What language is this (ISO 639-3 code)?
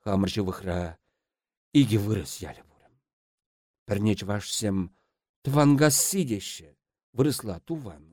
chv